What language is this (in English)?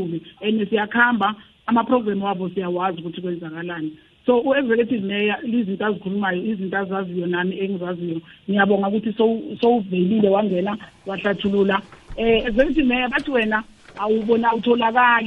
South Ndebele